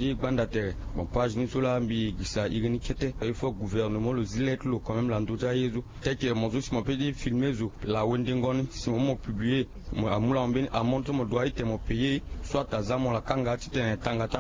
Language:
Sango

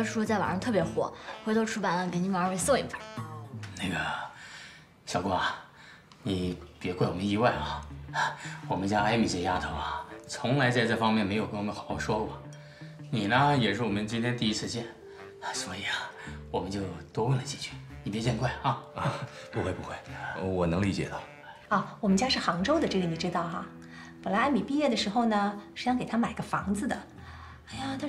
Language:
Chinese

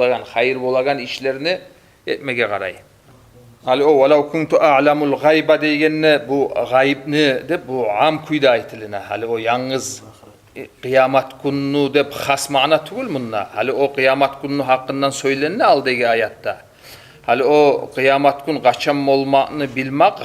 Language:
Kumyk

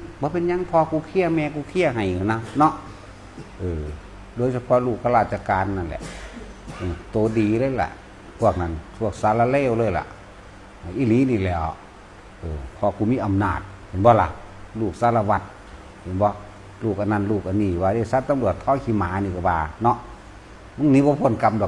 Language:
Northeastern Thai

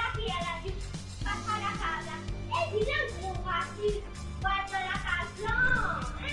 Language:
Morisyen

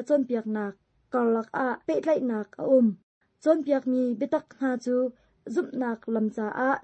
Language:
Hakha Chin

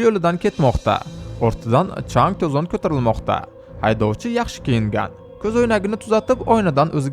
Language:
Uzbek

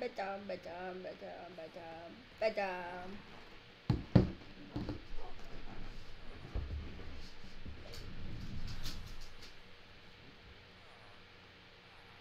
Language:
English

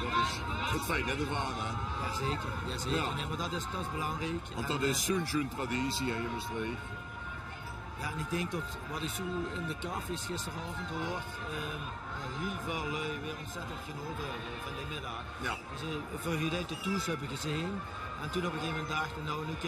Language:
Limburgish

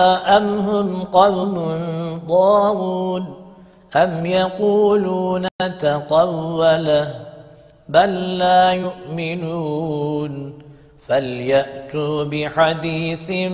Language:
Arabic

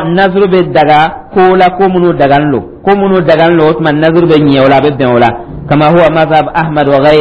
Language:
Dyula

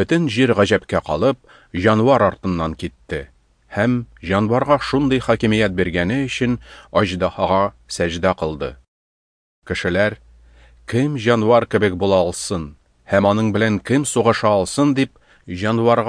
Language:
Tatar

